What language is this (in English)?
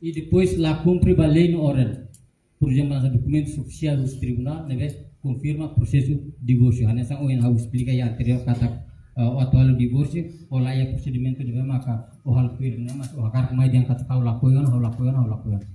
Tetum